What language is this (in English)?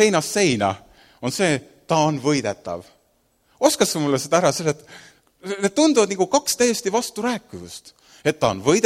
Estonian